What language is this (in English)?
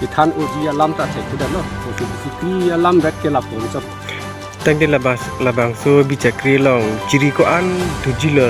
Karbi